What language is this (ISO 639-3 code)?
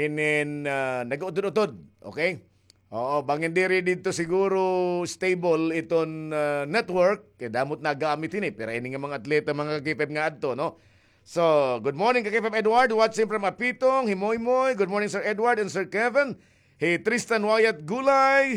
war